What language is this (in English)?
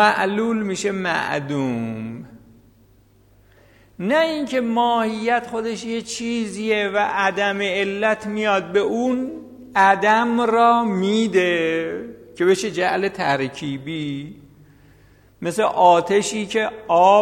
Persian